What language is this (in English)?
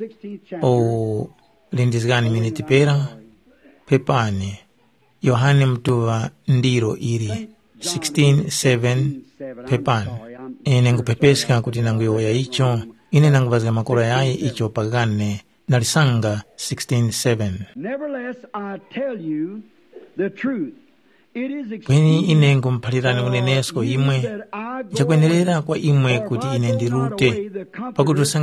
Tumbuka